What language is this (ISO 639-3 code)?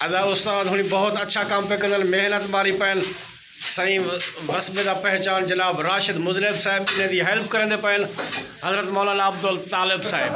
skr